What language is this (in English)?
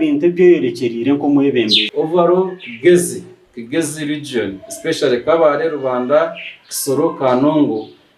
Nyankole